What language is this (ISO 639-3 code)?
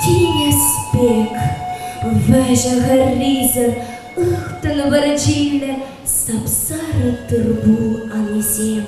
chv